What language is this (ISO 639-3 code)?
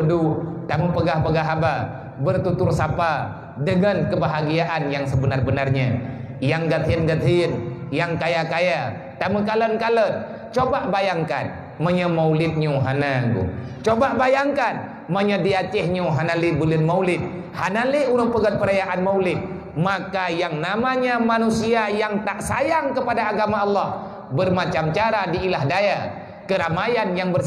ace